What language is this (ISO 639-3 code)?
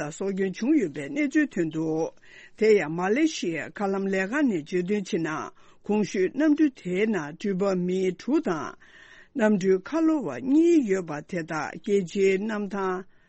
bod